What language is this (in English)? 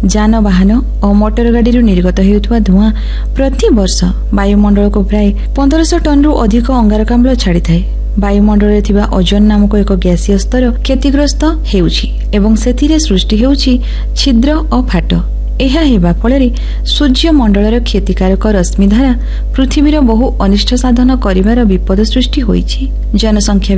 Odia